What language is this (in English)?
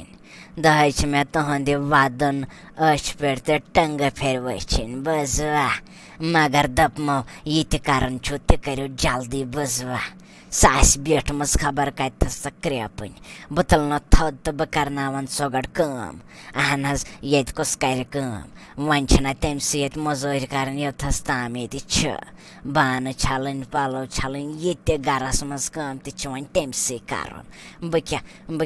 Kashmiri